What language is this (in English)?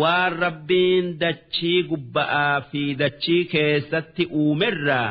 Oromo